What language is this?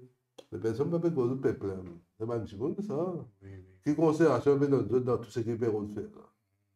Morisyen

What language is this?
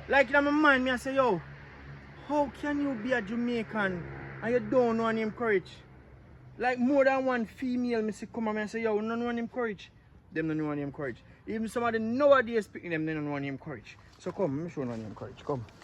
Jamaican Creole English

